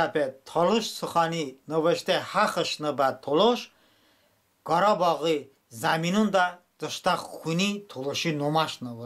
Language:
Talysh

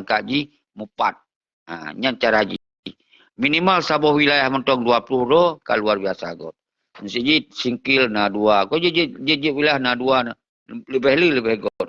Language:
Achinese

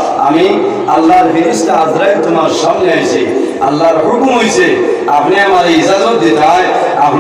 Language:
Sylheti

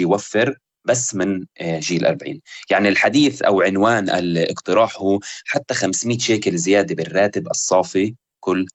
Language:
North Levantine Arabic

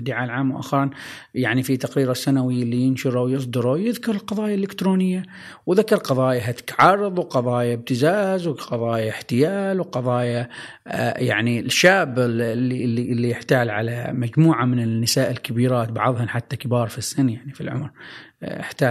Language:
Gulf Arabic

